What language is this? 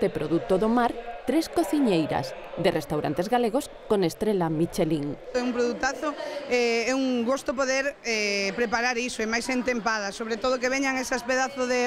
Galician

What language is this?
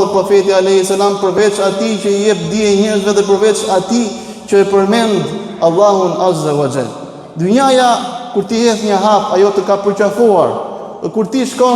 Albanian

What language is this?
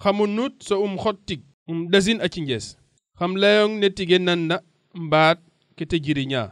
Serer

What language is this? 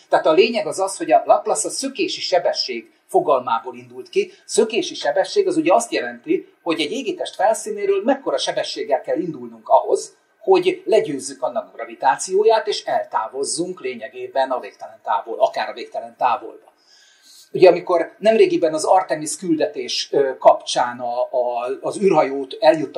Hungarian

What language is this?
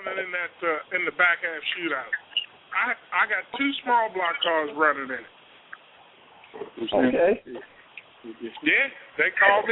English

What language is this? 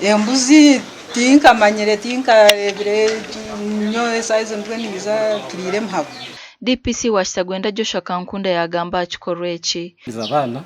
Nyankole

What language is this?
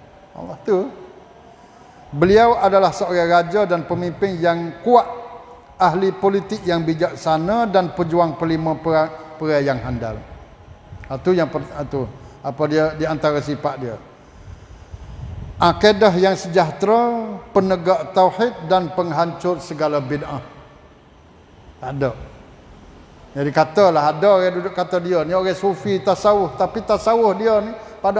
Malay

